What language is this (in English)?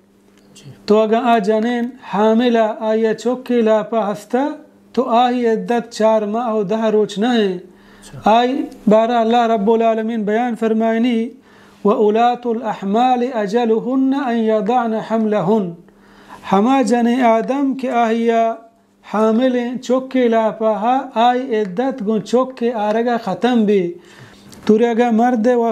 Baluchi